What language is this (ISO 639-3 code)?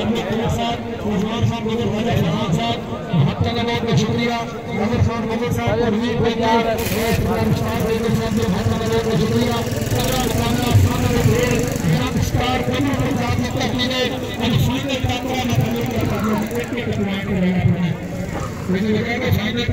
skr